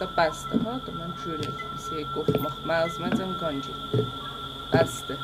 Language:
South Azerbaijani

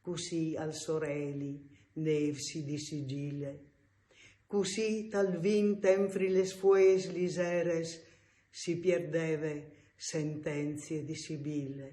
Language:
Friulian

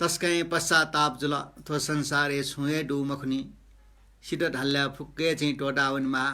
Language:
Newari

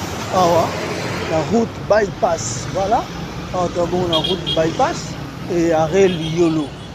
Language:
Lingala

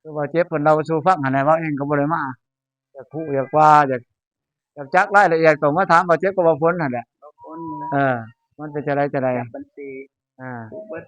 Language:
Lao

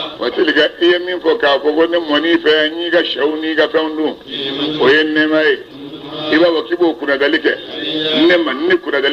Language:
Bambara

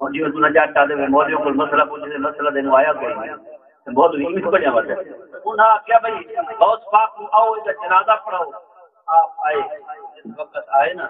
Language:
Saraiki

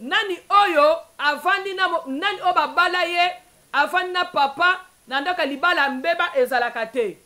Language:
Lingala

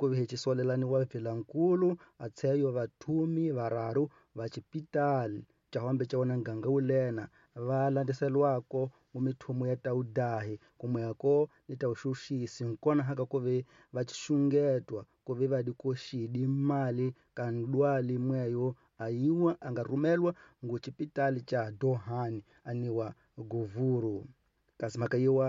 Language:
Tsonga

